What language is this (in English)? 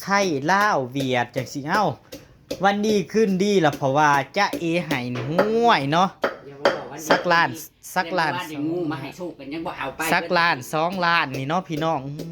Northeastern Thai